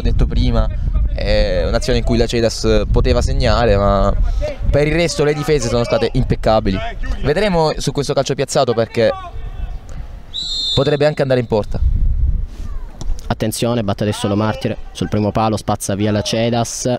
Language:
Italian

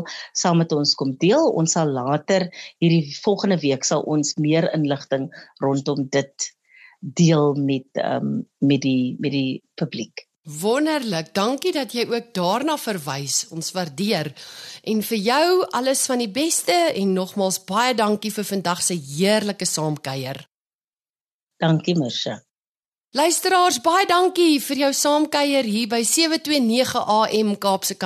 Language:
Afrikaans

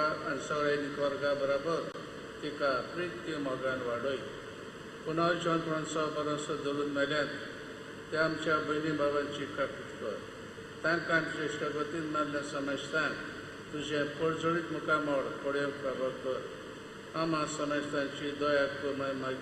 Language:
Konkani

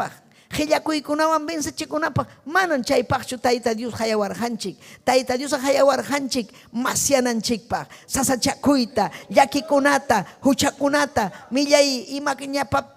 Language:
Ayacucho Quechua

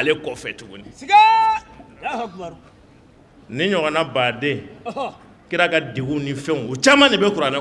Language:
Bambara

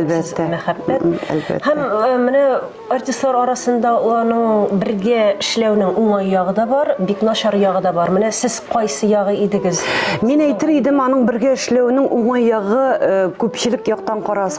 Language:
Tatar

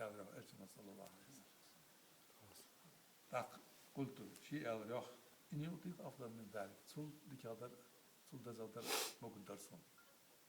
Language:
Ingush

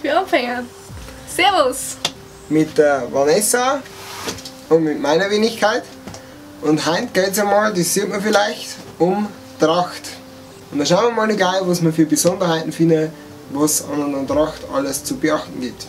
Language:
Bavarian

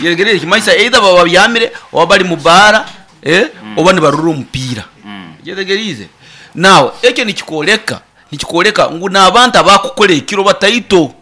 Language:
Nyankole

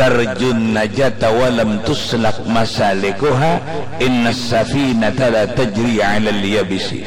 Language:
Banjar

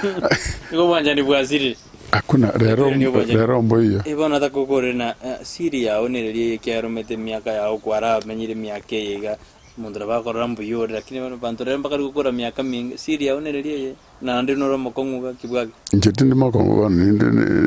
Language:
Gusii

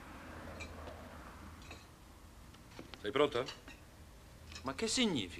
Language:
Italian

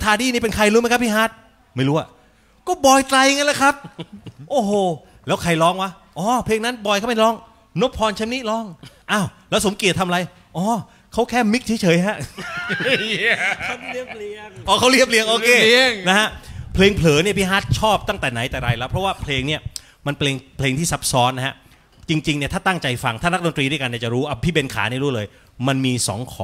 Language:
Thai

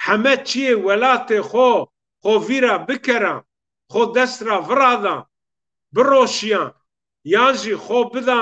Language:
Zaza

